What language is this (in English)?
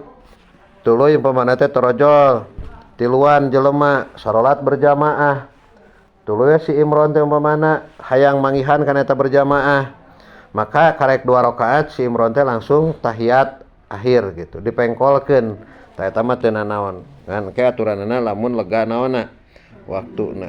Sundanese